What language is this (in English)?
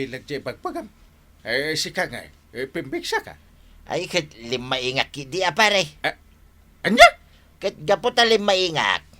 Iloko